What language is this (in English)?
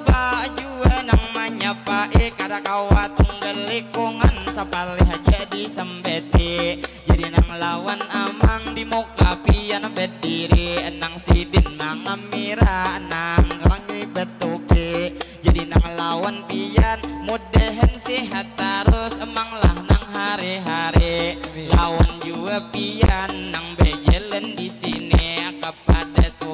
Banjar